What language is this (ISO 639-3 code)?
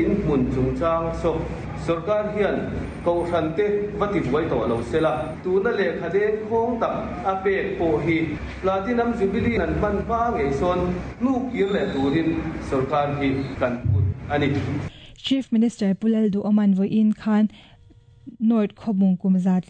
lus